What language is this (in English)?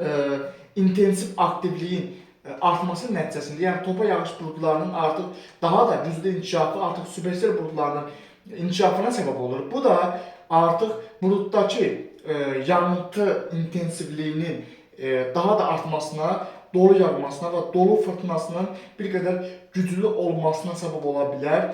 Azerbaijani